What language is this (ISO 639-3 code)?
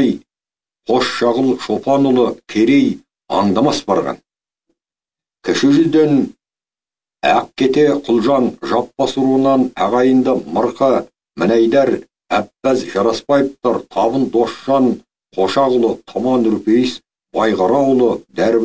kaz